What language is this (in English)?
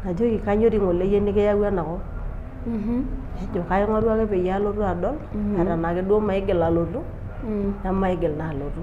Masai